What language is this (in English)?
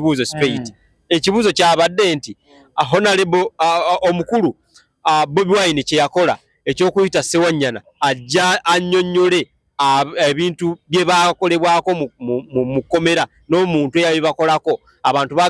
Ganda